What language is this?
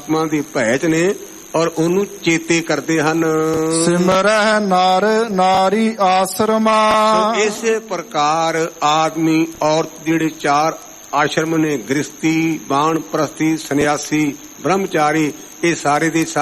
Punjabi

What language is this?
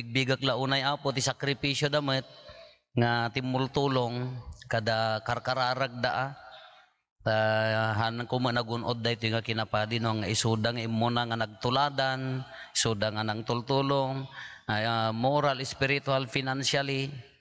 Iloko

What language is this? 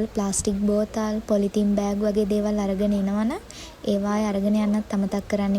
Sinhala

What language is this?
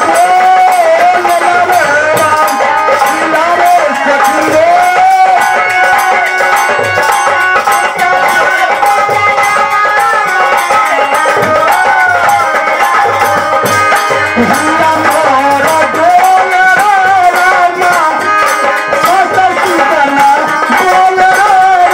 Bhojpuri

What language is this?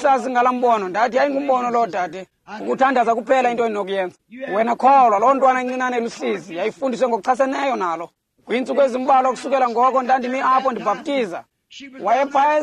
Xhosa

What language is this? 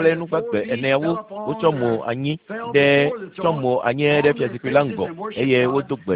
Ewe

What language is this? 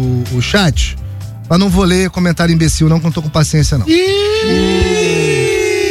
Portuguese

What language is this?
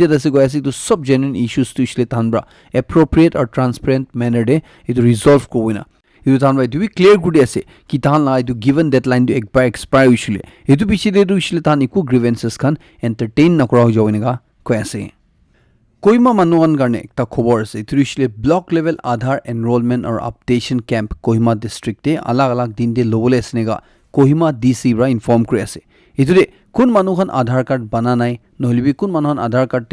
Naga Pidgin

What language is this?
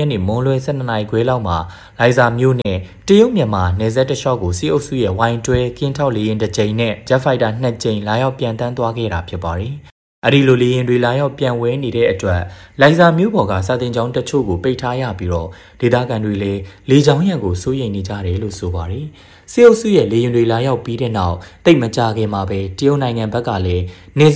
Burmese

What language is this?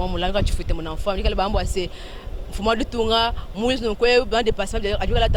Luba-Lulua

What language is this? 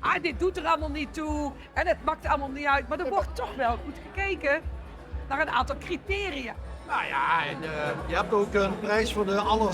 Limburgish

